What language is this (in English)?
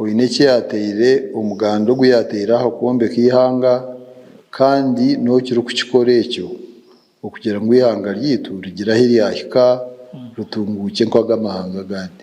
Nyankole